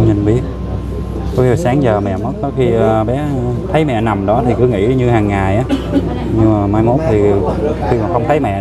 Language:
Vietnamese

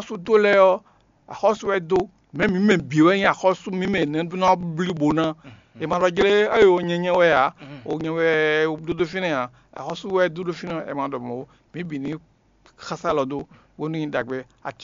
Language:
Fon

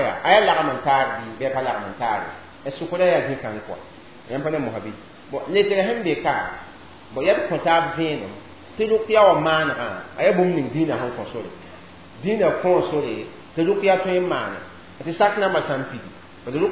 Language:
Mossi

